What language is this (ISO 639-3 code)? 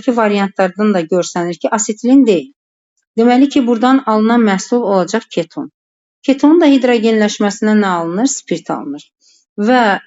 aze